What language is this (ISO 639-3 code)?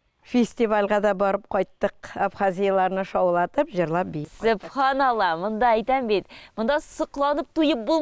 tat